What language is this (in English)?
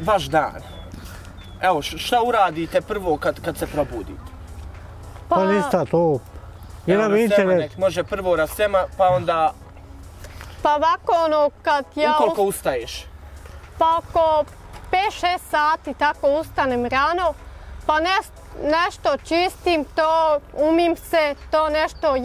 Bosnian